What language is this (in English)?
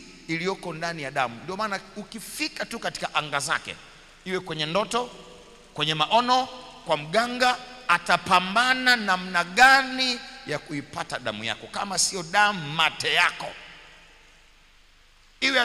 Swahili